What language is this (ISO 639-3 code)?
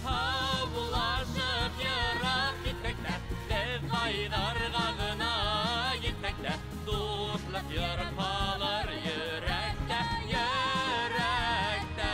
bak